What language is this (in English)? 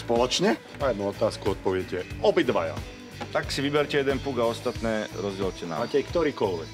Slovak